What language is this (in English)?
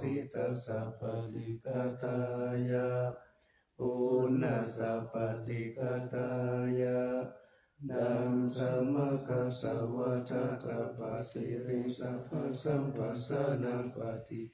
Pali